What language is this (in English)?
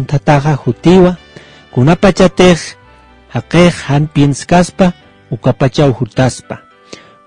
Aymara